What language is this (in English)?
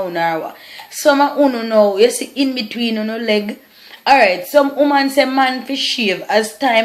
Jamaican Creole English